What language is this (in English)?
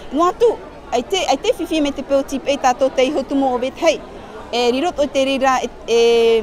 Tahitian